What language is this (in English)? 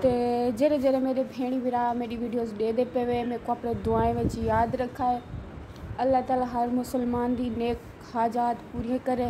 Saraiki